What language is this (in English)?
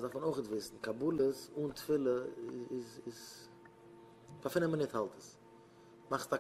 Yiddish